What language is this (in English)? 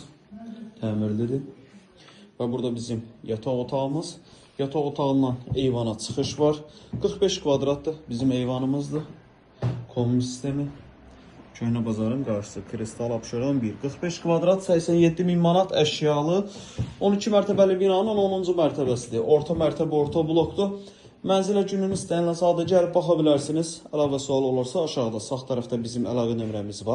Azerbaijani